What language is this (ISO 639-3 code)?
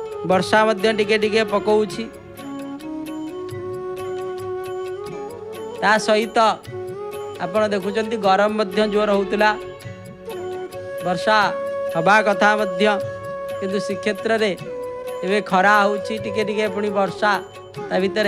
ori